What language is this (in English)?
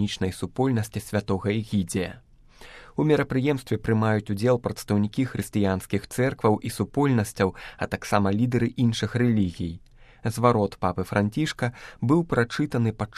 Belarusian